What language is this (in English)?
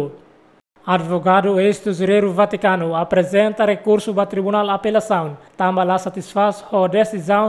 Tetum